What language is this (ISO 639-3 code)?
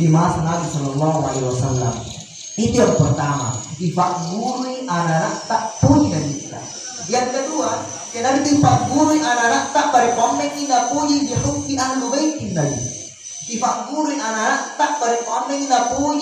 bug